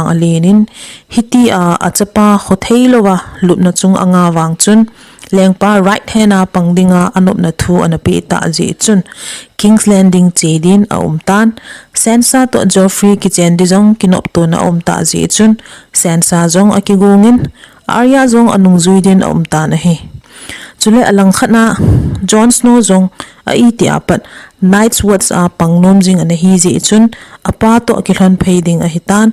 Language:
Thado Chin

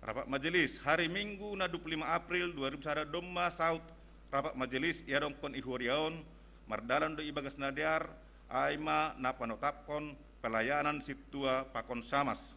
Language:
Batak Simalungun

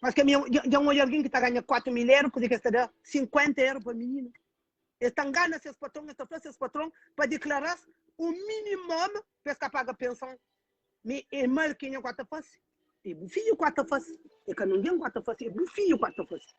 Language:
Kabuverdianu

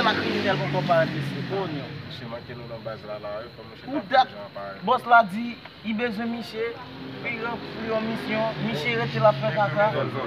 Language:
Haitian Creole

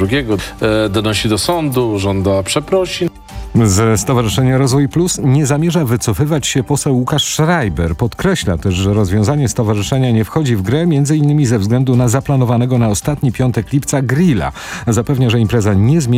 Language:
Polish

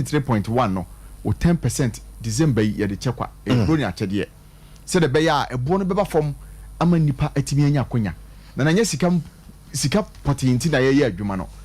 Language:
Akan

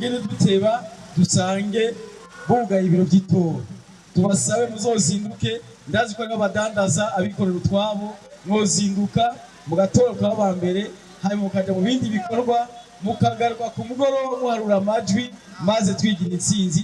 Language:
Rundi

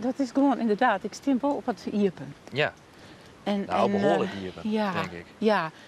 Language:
Western Frisian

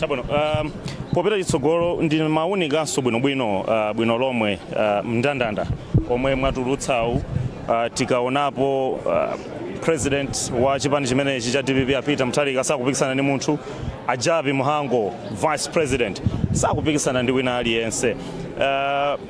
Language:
Nyanja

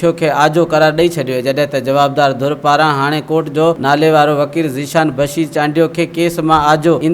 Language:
Sindhi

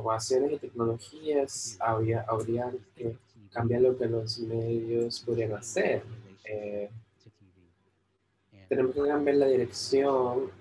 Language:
Spanish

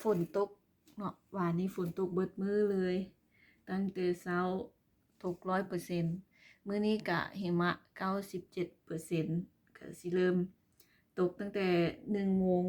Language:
Lao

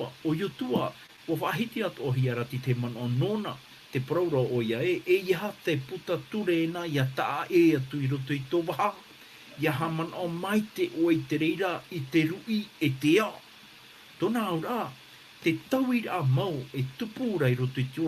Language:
Tahitian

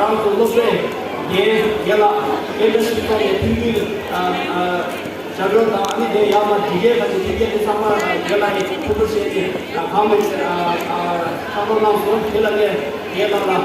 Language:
Tibetan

